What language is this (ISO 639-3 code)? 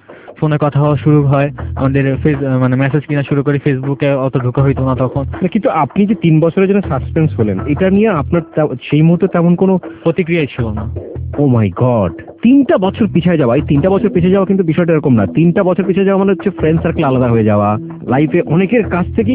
ben